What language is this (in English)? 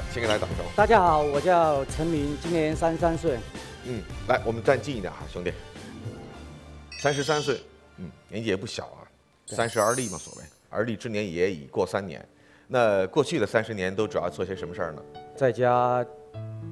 Chinese